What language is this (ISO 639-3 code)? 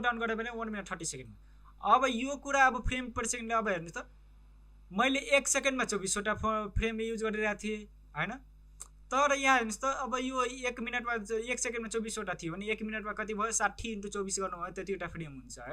nep